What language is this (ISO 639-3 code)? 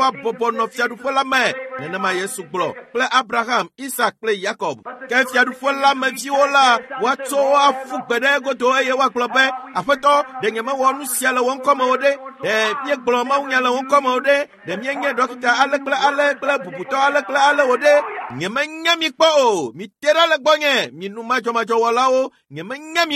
ewe